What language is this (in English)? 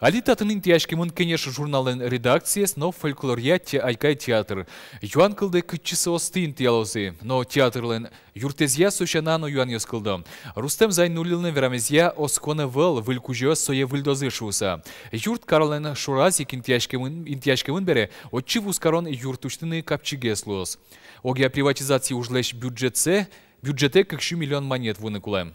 Udmurt